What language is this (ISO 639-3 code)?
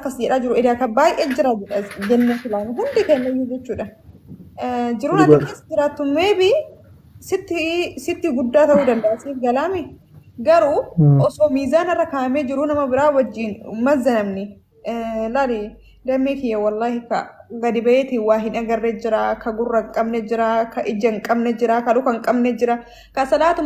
orm